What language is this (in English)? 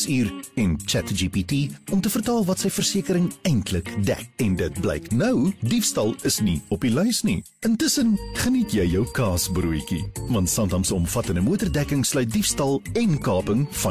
Afrikaans